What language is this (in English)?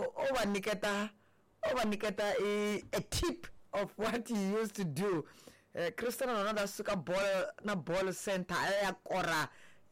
Tsonga